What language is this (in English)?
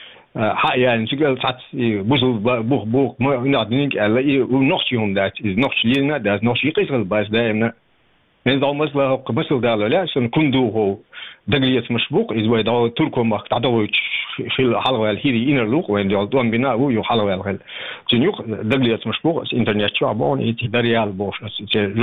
Chechen